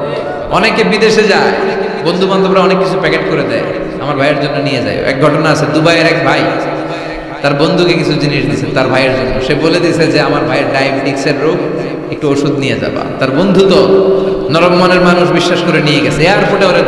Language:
Bangla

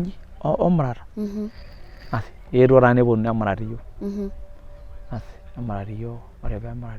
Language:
Masai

